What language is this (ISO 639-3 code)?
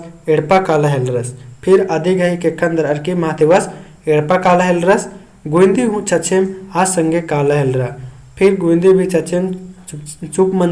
kru